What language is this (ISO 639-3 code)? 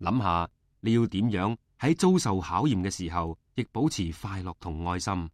yue